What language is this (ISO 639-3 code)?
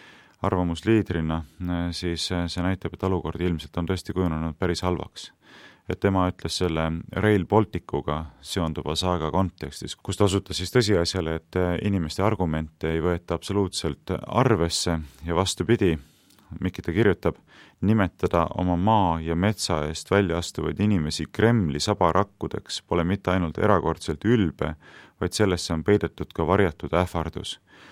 est